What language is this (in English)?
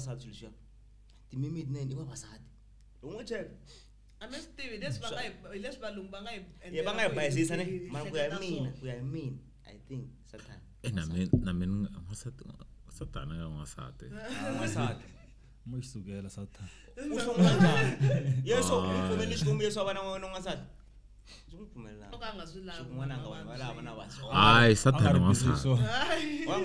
Tsonga